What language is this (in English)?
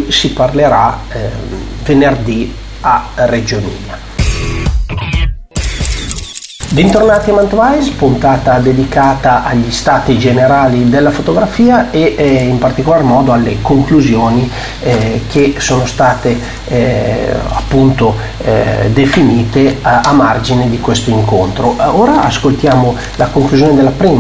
Italian